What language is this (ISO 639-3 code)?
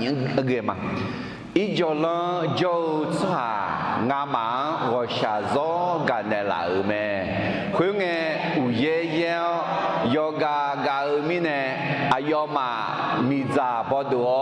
ahk